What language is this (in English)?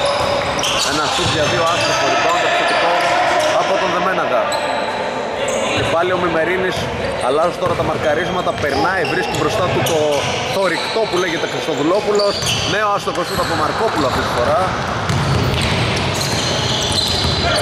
Greek